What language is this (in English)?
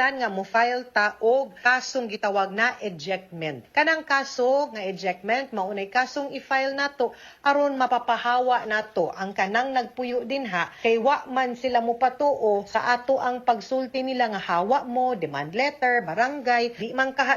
Cebuano